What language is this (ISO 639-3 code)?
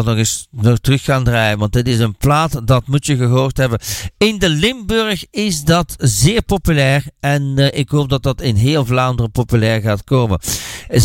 nld